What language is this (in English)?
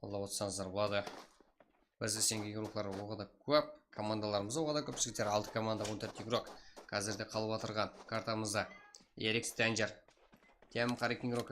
Kara-Kalpak